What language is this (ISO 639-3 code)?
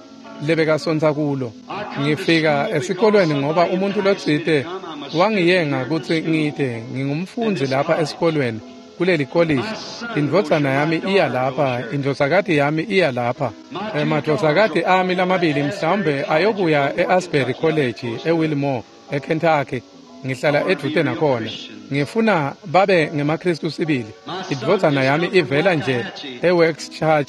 ssw